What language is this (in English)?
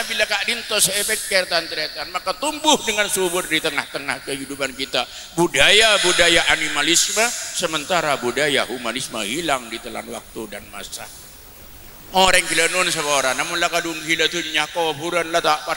Madurese